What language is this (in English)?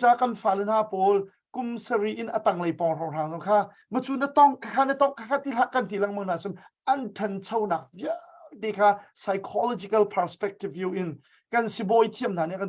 Hakha Chin